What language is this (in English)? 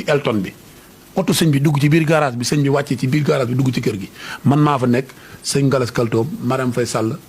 Wolof